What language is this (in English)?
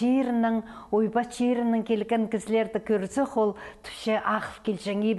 Khakas